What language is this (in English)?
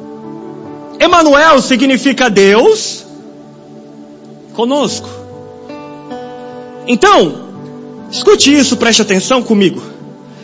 Portuguese